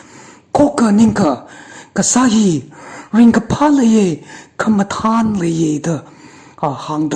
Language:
Tangkhul Naga (India)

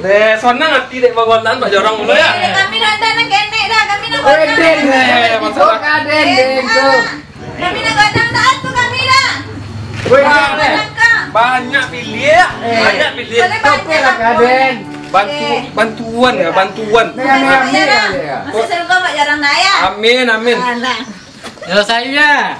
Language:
Minangkabau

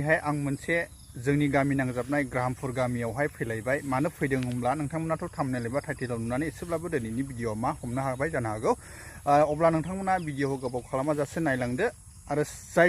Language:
Bodo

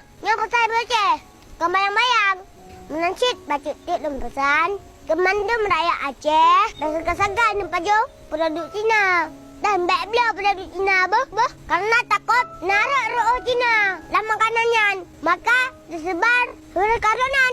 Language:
Achinese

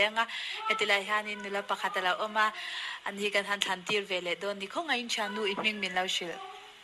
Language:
Mizo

